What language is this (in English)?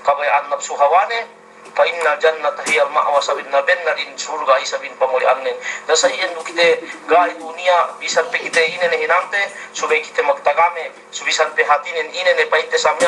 Yakan